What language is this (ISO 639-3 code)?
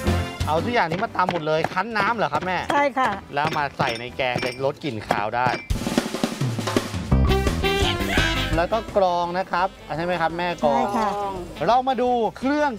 tha